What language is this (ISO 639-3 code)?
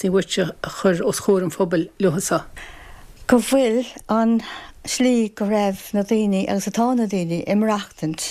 gle